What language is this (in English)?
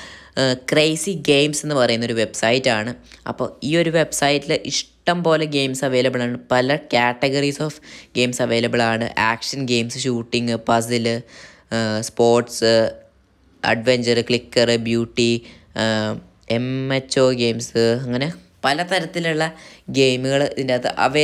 Malayalam